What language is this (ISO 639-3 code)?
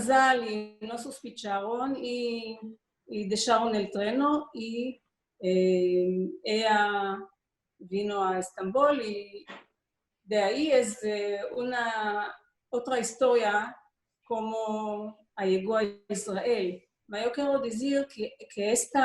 lad